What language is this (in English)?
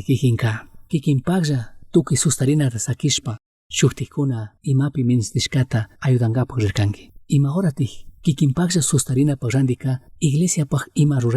Chimborazo Highland Quichua